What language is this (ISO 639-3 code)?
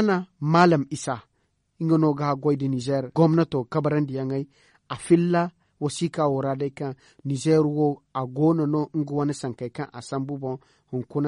dje